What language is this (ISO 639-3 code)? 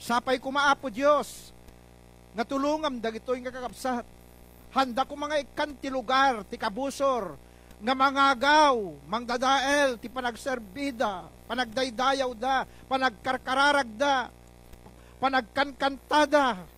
ilo